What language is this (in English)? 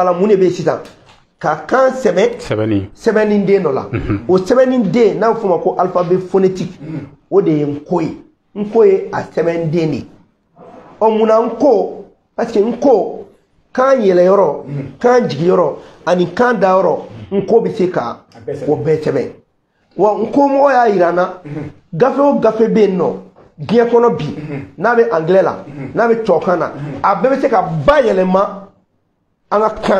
Bambara